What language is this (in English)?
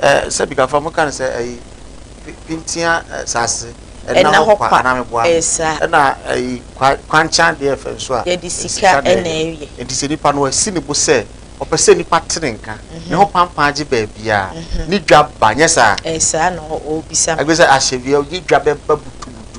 Akan